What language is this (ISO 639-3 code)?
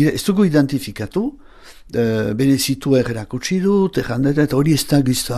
eus